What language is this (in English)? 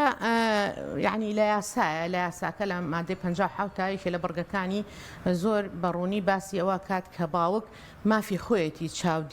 Central Kurdish